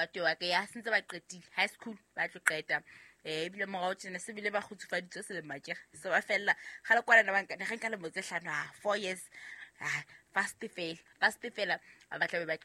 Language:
Southern Sotho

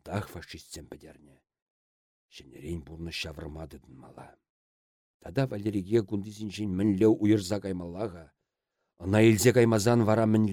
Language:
Chuvash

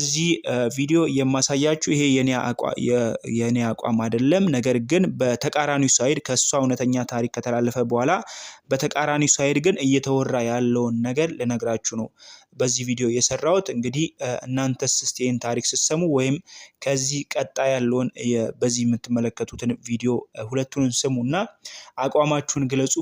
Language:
Amharic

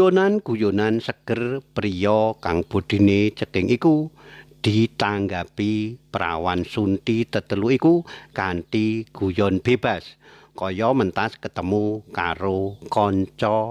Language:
Javanese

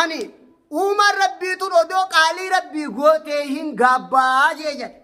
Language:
Oromo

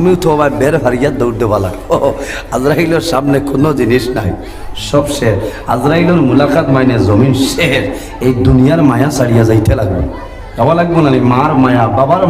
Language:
Sylheti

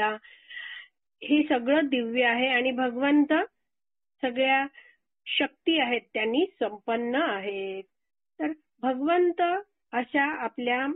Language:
Marathi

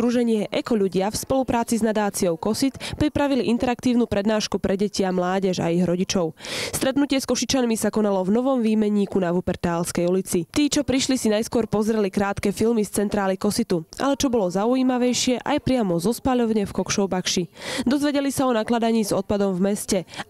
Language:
Slovak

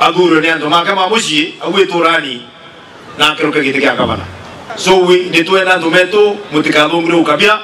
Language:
Meru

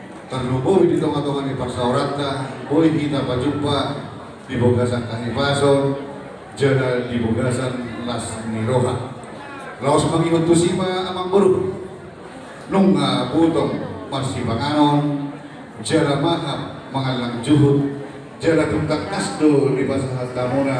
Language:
Batak Toba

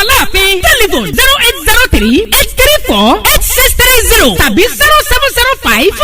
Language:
Yoruba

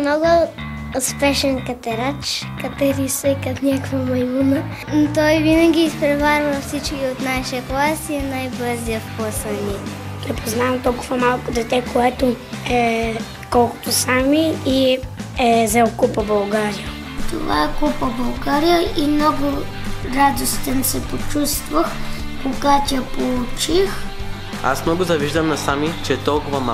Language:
Bulgarian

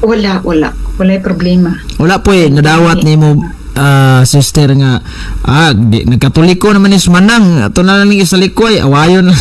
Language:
Cebuano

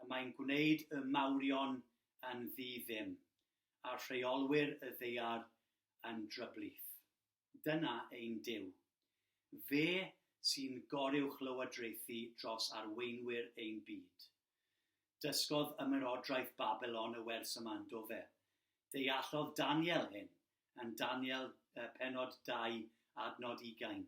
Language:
Welsh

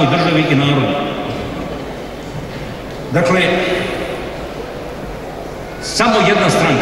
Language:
Bosnian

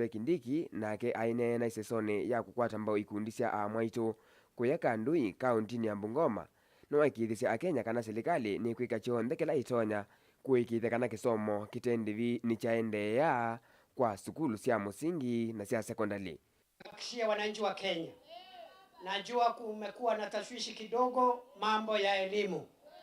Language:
Kamba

